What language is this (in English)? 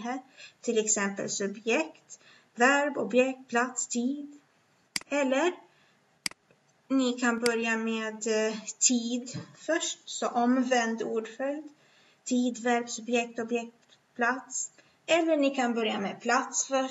Swedish